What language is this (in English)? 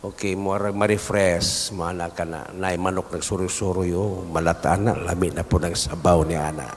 Cebuano